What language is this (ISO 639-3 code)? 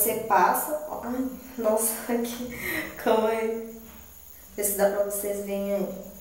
por